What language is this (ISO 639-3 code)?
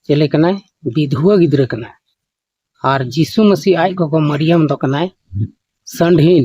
sat